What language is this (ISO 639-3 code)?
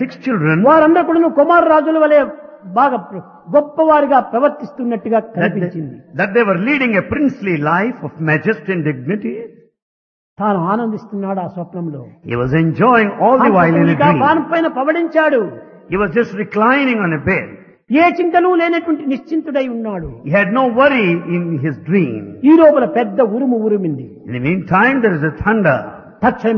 tel